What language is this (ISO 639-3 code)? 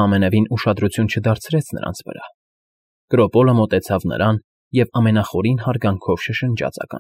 hye